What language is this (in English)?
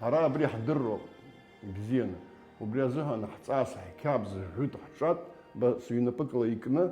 Abkhazian